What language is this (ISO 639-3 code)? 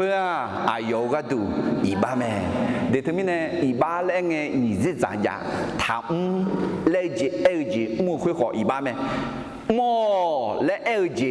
ahk